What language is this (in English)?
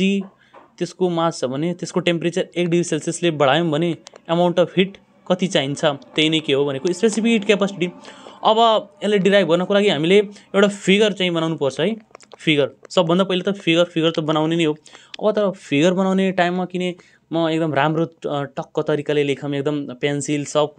Nepali